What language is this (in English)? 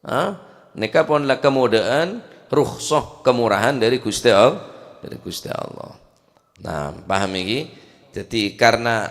Madurese